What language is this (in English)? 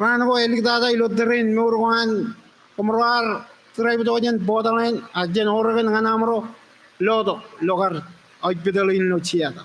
Marshallese